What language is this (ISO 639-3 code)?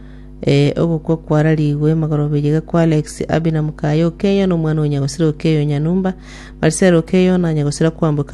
guz